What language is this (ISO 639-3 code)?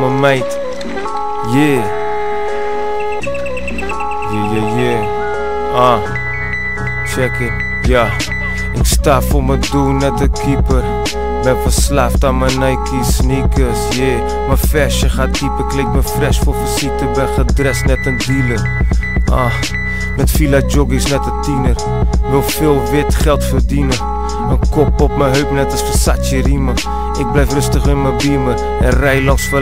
nld